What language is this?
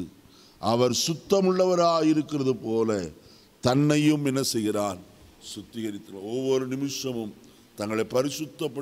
Tamil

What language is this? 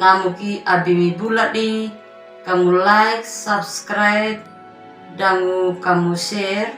Anakalangu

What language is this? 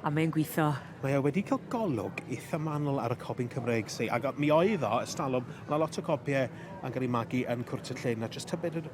Welsh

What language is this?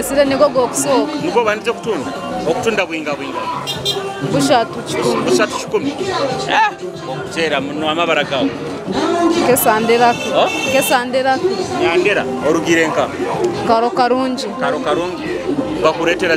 Nyoro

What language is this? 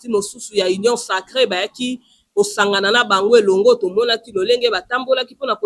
Lingala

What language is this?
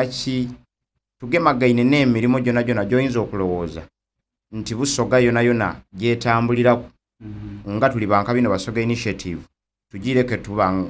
Soga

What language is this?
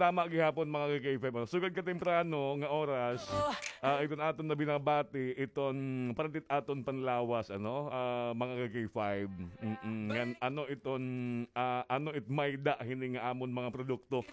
Waray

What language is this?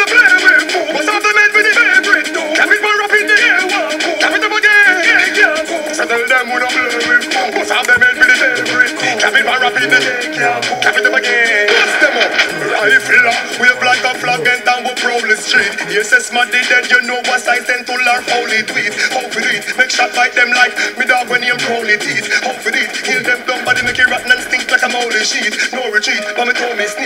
Jamaican Creole English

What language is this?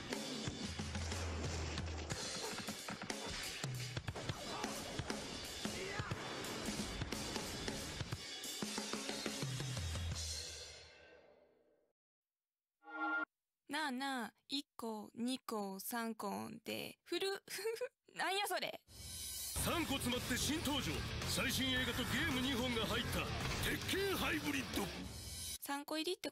Japanese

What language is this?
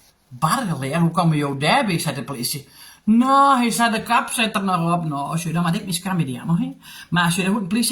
Western Frisian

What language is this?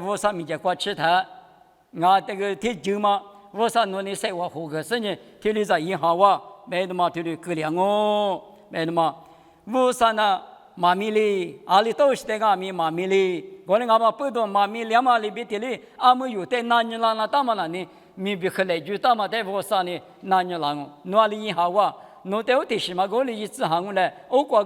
Lisu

